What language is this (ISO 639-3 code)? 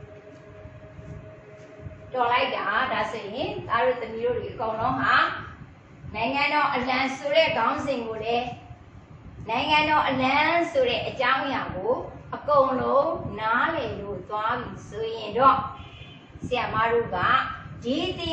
mya